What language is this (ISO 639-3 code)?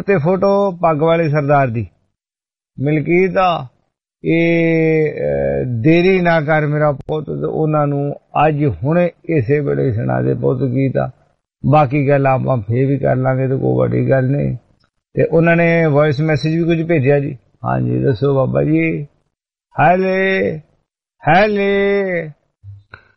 pan